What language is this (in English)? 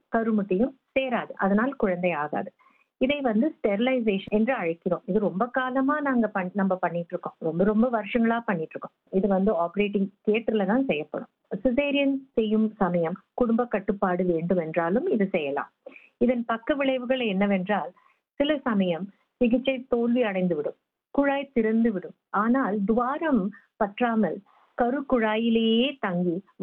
Tamil